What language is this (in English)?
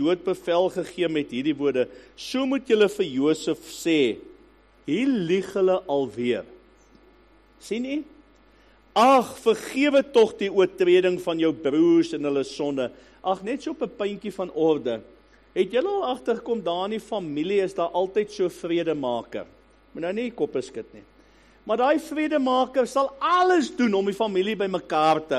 Afrikaans